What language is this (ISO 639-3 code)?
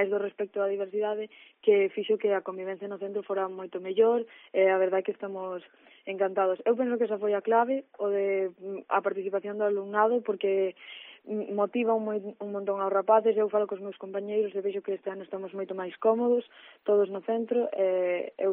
glg